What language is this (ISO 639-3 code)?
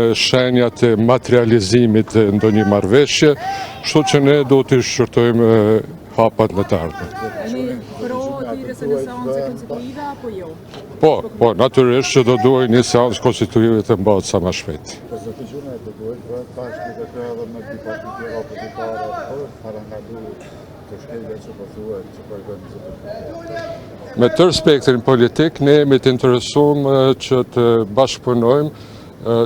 sqi